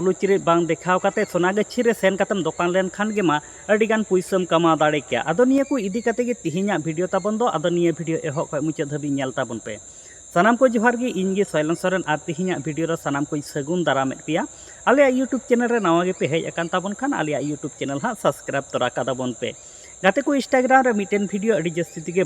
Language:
Santali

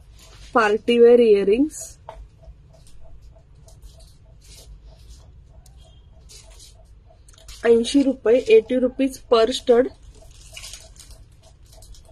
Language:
Marathi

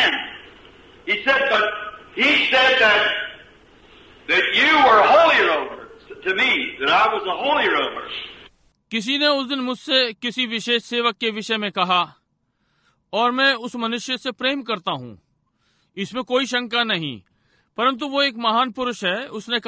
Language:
Hindi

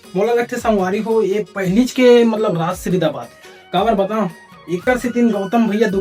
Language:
Chhattisgarhi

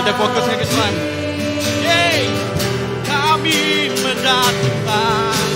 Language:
Iban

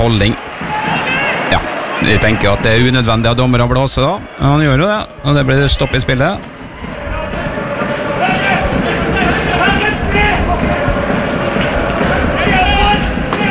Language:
Norwegian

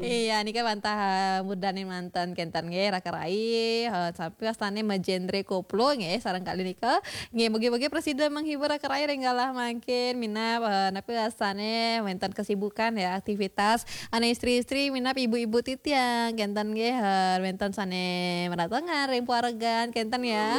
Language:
Balinese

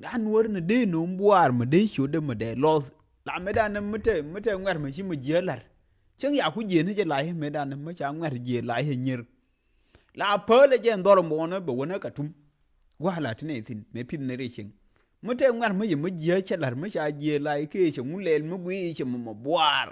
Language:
Nuer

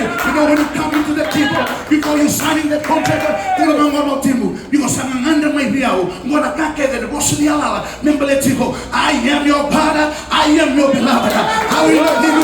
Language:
Fijian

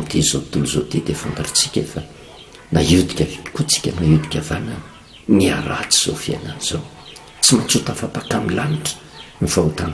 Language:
Malagasy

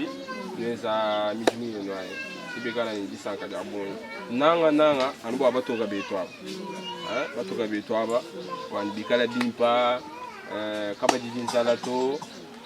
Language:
Luba-Lulua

